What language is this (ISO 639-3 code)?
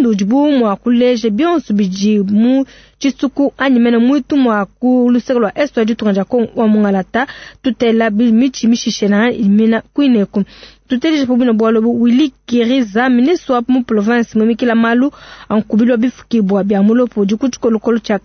lua